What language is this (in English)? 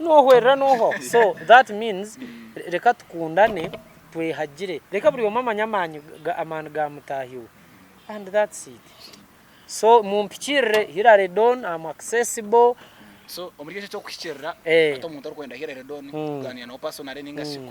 Nyankole